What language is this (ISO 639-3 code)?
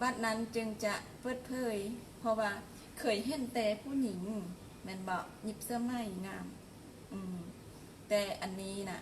lao